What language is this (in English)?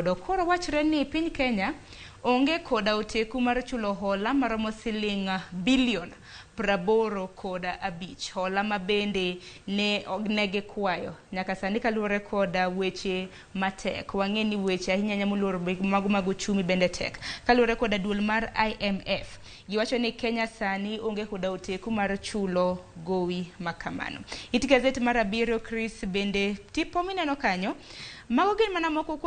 Luo (Kenya and Tanzania)